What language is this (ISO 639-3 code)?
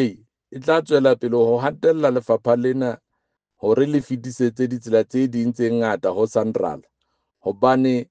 sot